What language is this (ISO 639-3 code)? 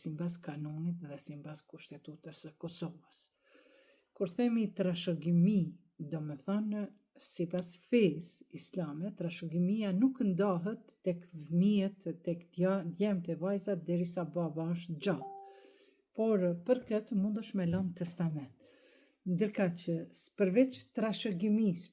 sqi